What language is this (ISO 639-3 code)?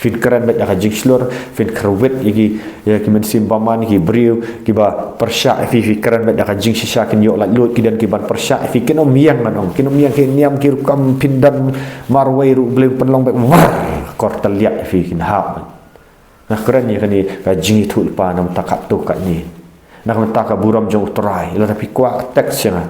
kha